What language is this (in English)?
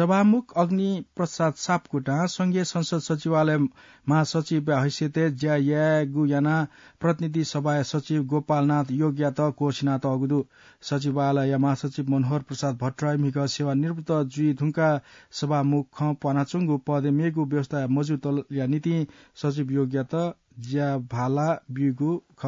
Newari